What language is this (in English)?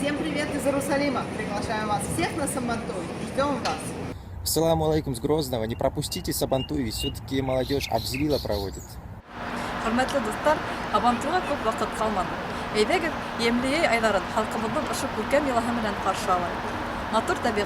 Bashkir